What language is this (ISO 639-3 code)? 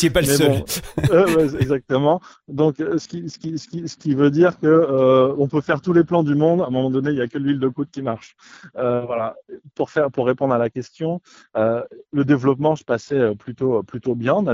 fra